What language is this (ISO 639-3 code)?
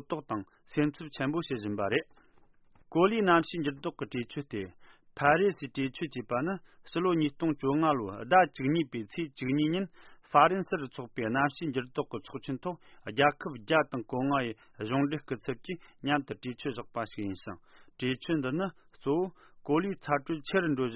bod